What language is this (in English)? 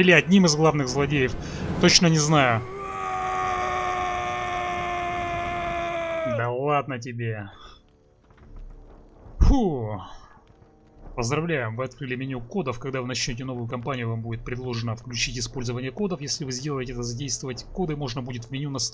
Russian